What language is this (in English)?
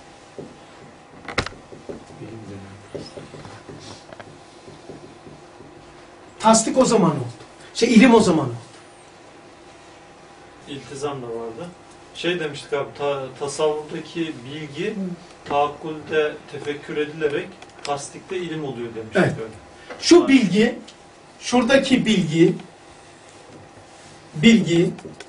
Turkish